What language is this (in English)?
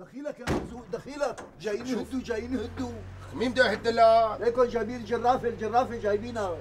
North Levantine Arabic